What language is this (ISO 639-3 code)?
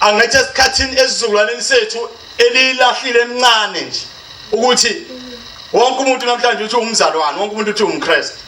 zul